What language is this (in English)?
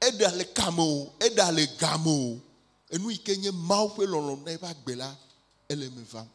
Ewe